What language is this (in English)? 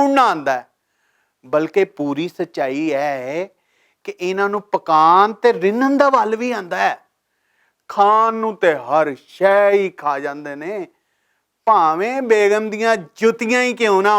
Western Panjabi